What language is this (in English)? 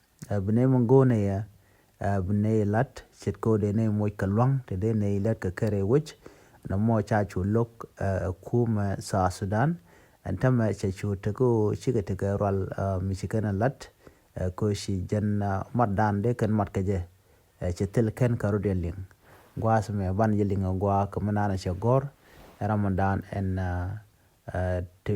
Nuer